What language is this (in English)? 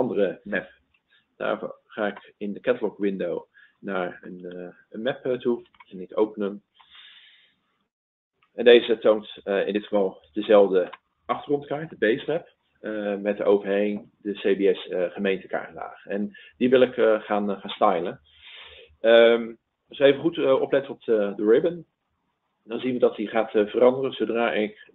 Dutch